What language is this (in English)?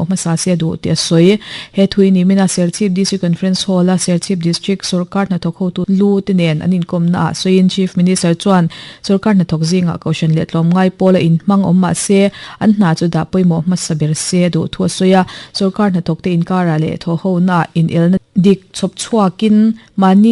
Mizo